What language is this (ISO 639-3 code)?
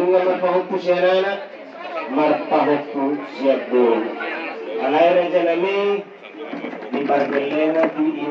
bbc